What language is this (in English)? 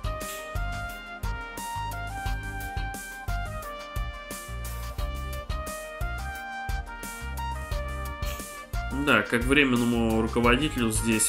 Russian